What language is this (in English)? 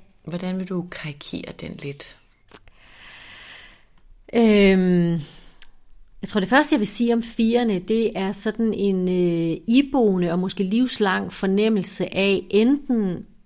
Danish